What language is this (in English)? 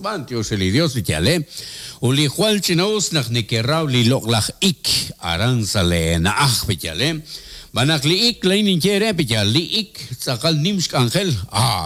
Kekchí